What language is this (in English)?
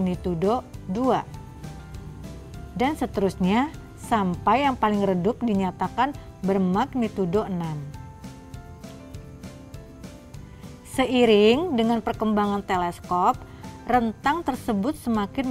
Indonesian